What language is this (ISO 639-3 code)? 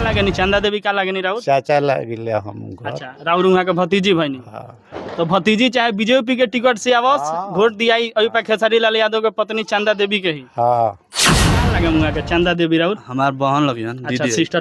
bho